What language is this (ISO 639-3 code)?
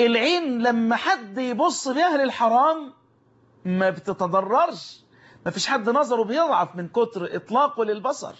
arz